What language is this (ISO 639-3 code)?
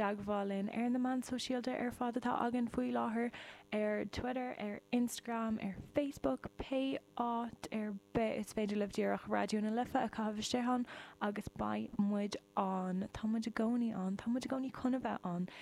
gle